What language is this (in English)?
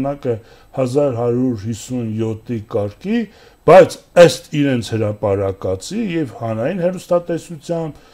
Armenian